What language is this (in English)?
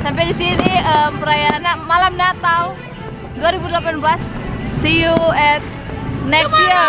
Manado Malay